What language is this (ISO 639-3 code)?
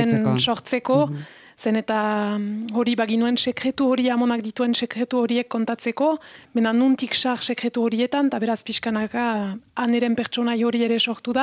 eus